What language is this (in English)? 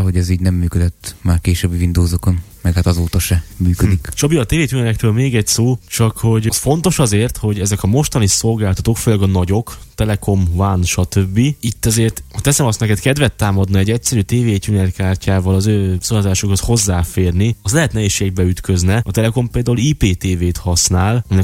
Hungarian